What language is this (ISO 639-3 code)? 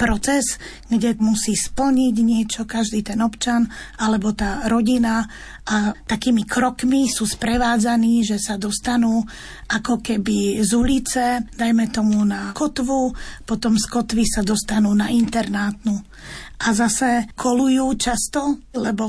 slk